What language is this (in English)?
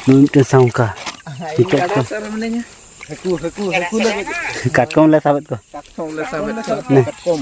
Santali